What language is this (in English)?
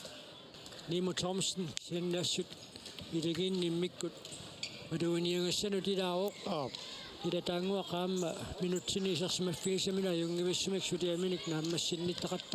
Kalaallisut